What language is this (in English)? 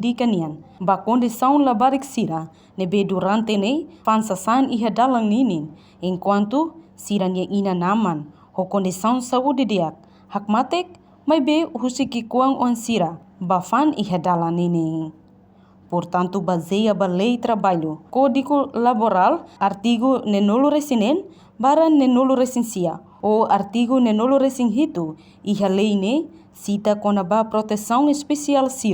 Tetum